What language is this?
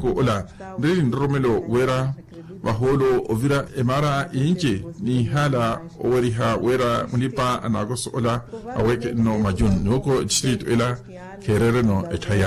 Makhuwa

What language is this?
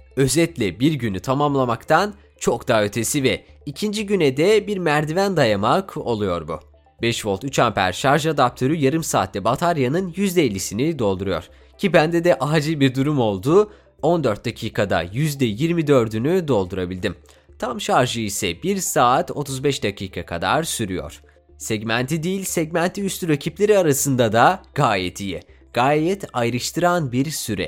Turkish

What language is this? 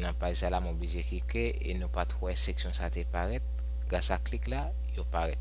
Haitian Creole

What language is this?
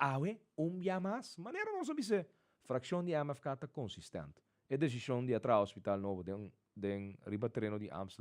Papiamento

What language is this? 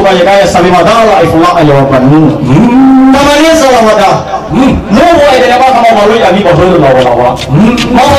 Nias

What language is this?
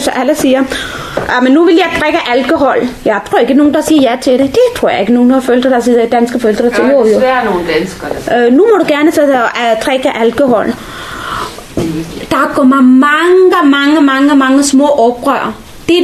Danish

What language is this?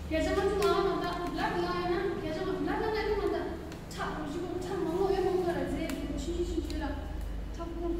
Tibetan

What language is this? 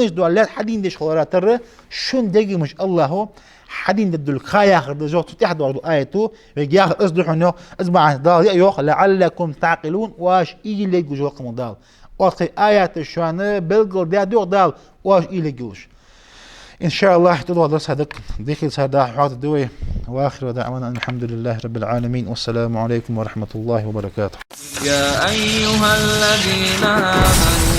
Ingush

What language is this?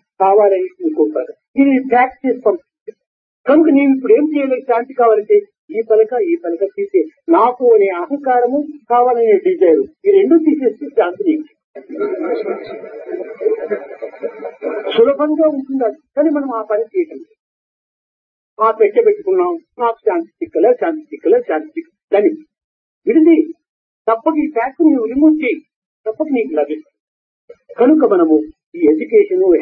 Telugu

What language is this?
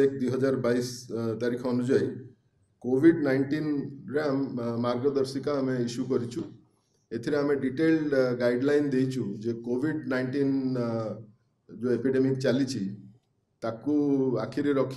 Odia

